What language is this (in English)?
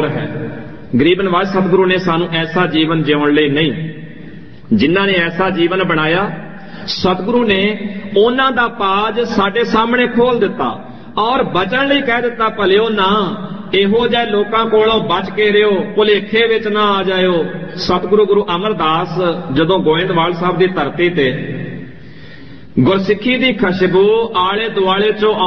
Punjabi